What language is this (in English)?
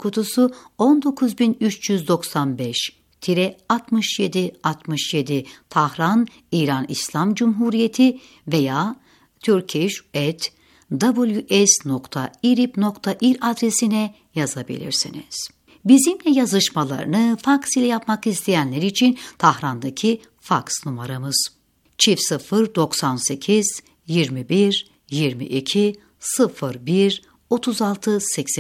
Turkish